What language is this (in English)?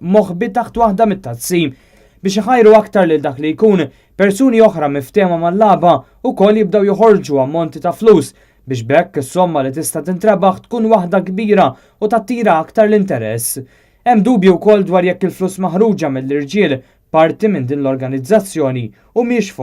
Maltese